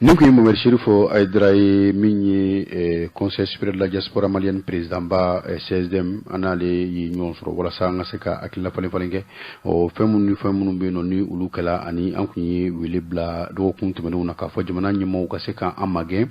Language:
Bambara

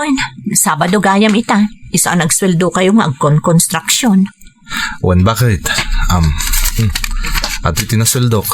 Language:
Iloko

